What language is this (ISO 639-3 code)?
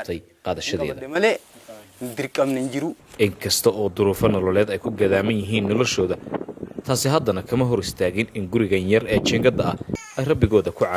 som